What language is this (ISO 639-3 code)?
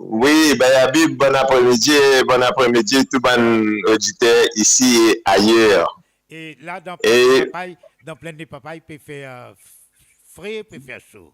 mfe